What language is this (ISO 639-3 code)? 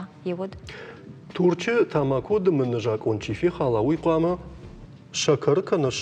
oss